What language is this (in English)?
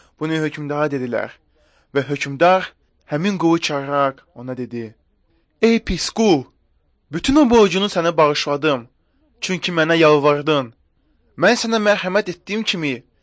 Azerbaijani